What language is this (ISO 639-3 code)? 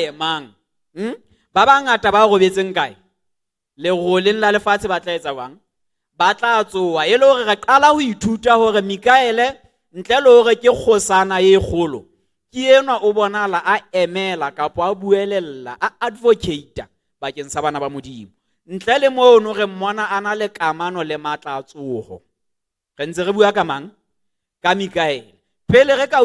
sot